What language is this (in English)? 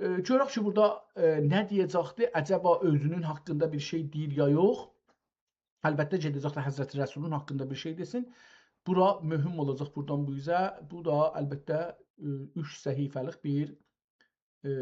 South Azerbaijani